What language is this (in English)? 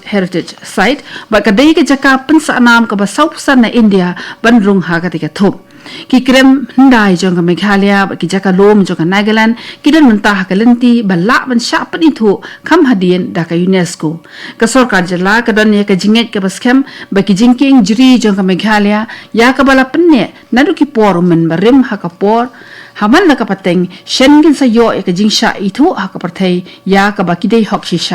Khasi